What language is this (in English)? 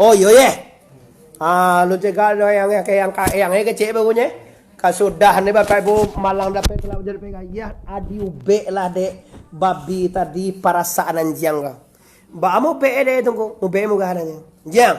Minangkabau